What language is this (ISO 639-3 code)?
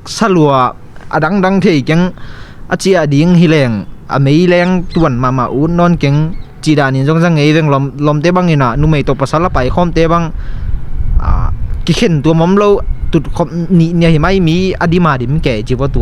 ctd